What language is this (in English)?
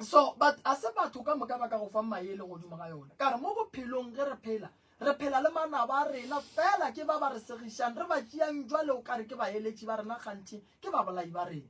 Northern Sotho